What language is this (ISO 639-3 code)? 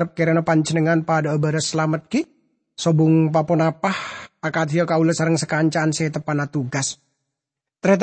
mad